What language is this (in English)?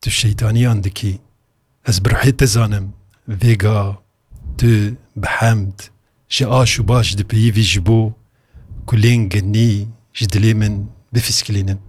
Kurdish